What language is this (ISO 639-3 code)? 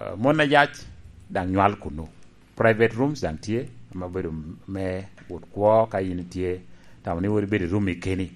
laj